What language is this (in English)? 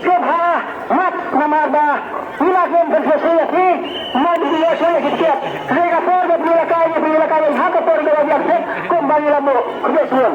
Khasi